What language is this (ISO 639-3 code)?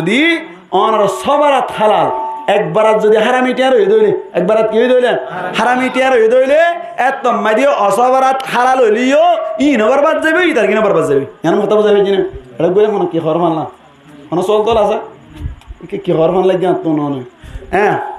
rhg